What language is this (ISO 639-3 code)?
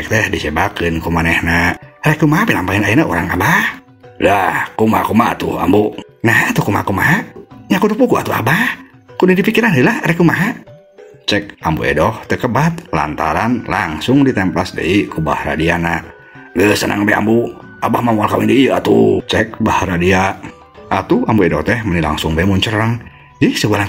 sun